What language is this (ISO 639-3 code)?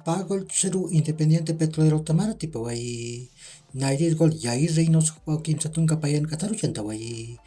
aym